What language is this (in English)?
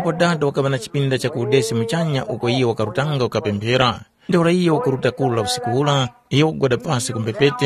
Tumbuka